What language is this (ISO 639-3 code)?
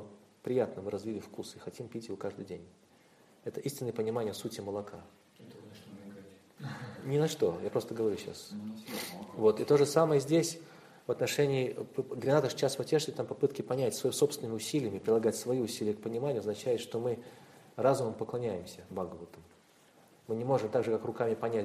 rus